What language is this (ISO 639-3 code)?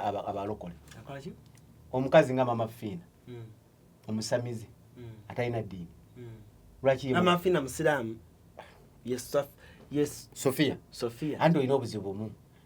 lug